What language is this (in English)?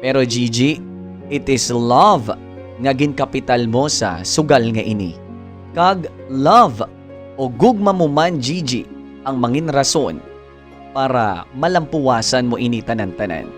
Hiligaynon